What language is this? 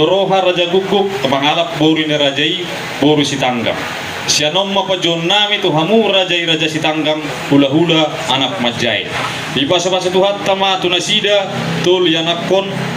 Batak Toba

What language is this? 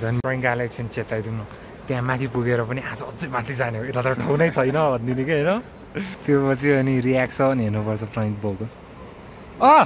Nepali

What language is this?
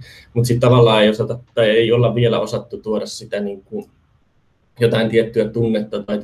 Finnish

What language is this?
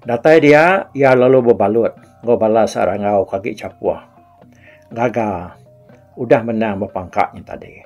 Iban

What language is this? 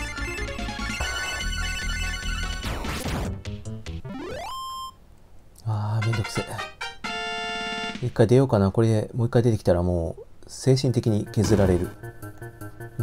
Japanese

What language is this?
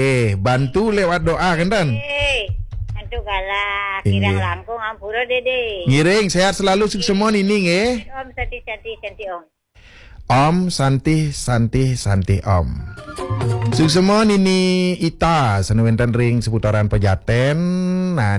Balinese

